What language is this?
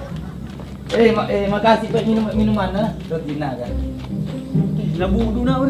Buginese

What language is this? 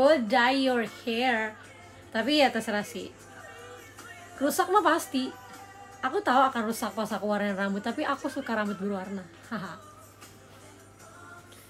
Indonesian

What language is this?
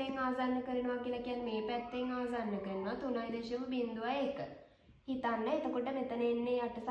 Sinhala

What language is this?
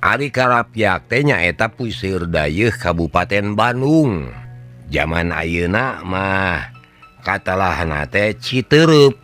Sundanese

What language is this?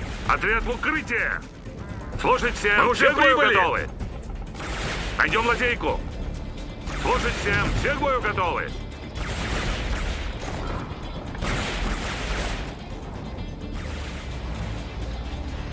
Russian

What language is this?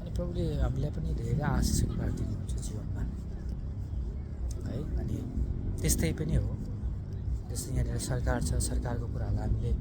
Nepali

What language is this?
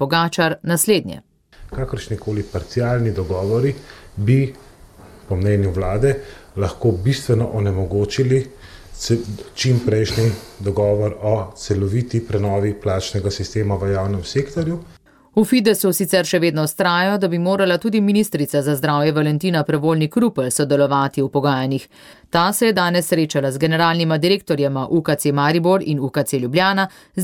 Slovenian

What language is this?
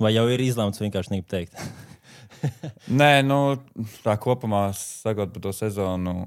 Latvian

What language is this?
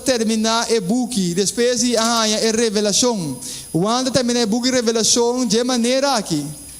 Papiamento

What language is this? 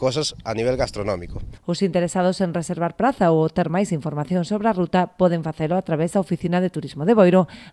Galician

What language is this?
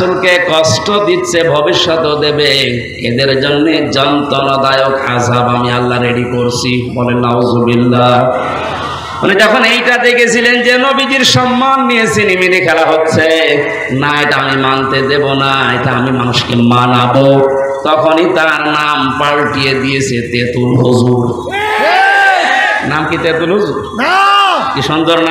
Bangla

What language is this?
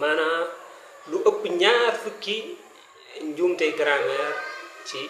Wolof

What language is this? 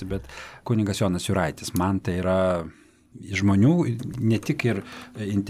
Lithuanian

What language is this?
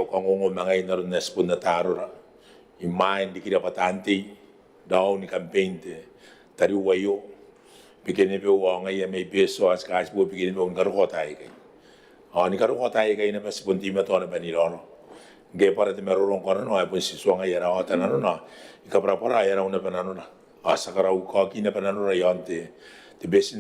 Gilbertese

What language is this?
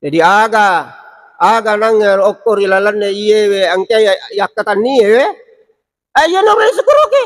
Buginese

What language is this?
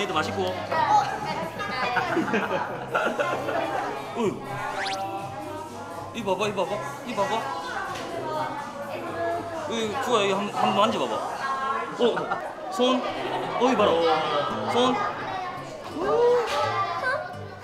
Korean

